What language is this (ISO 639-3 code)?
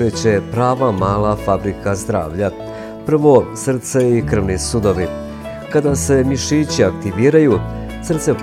bos